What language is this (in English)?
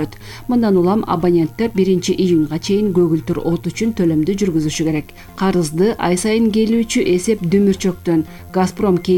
Kyrgyz